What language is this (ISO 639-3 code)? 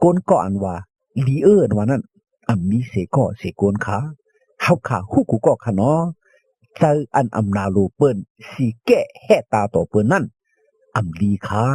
shn